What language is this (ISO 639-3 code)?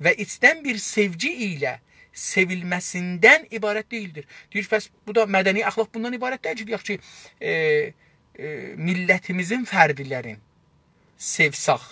azb